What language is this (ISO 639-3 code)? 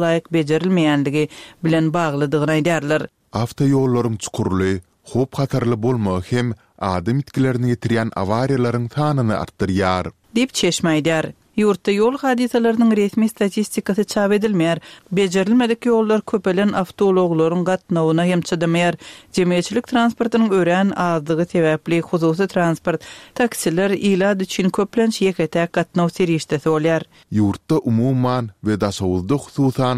tuk